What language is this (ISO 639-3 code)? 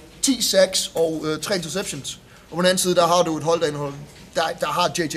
dan